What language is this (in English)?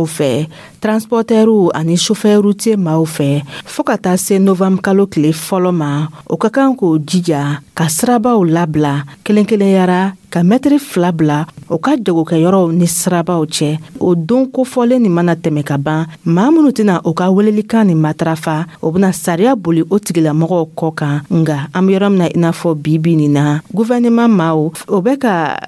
Dyula